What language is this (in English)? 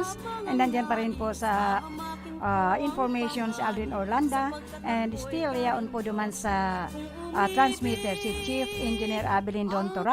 Bikol